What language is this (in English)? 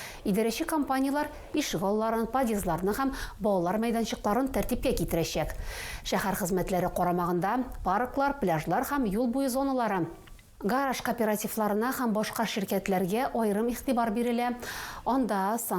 Tatar